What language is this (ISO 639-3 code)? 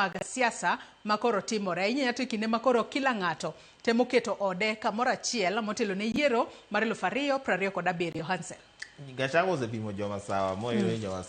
luo